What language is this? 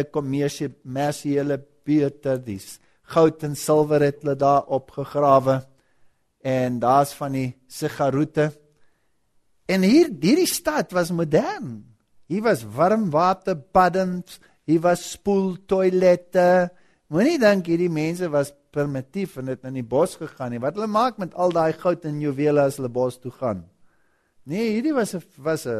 Afrikaans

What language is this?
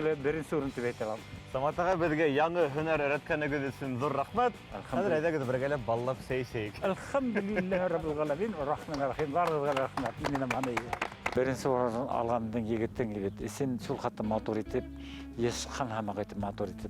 Bashkir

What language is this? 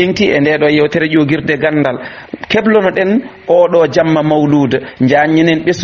Fula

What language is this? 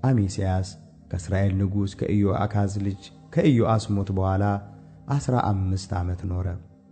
Amharic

